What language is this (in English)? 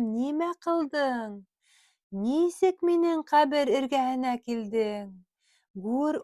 Bashkir